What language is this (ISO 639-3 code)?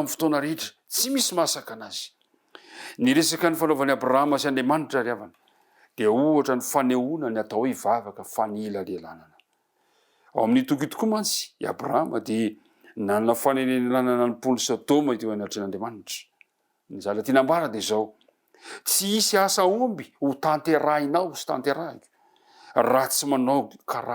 mlg